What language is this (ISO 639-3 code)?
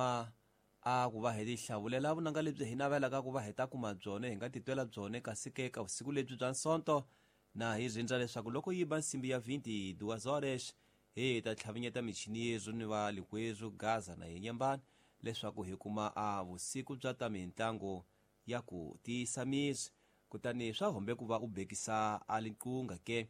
tso